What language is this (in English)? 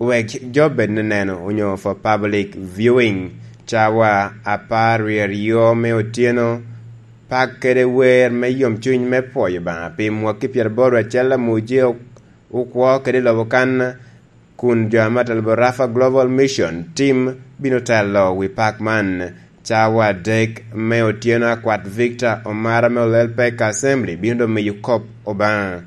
Lango (Uganda)